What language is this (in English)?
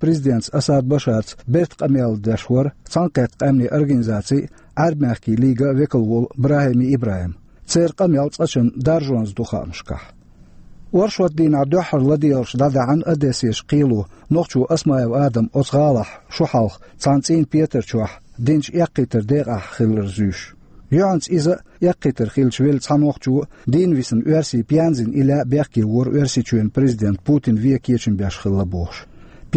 Chechen